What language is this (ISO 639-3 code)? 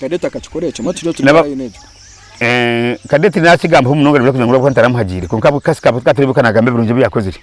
nyn